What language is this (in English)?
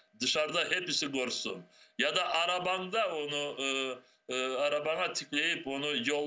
Crimean Tatar